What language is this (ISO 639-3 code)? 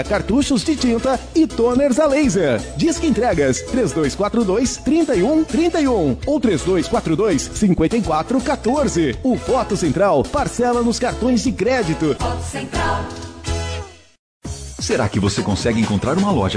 por